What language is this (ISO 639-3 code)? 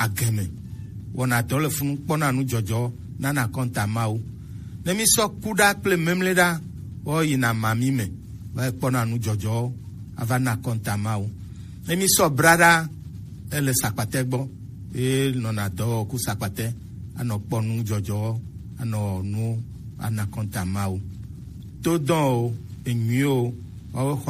gej